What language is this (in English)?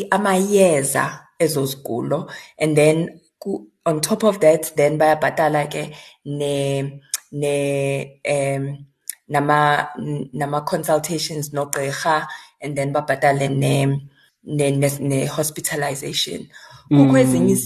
Xhosa